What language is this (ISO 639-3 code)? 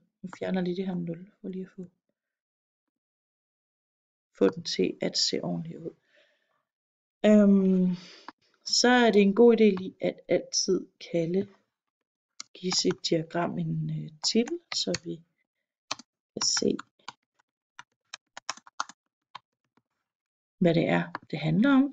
dan